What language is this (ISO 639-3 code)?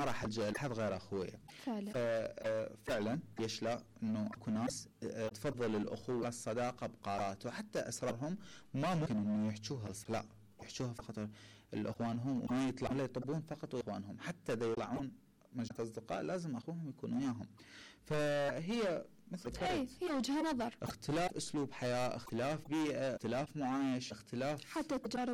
acm